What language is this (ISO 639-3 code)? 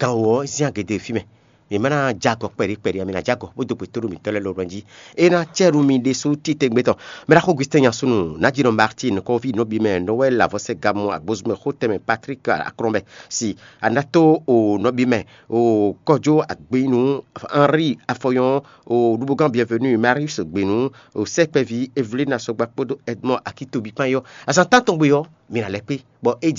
fon